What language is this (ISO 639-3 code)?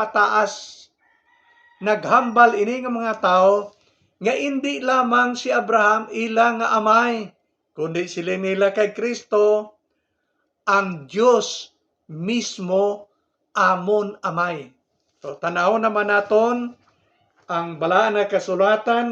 hil